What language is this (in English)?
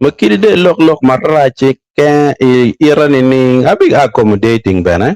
Acoli